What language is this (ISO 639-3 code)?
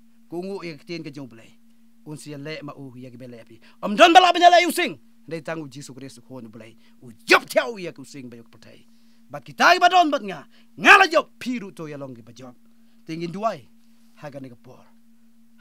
kha